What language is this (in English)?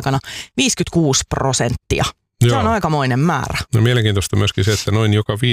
Finnish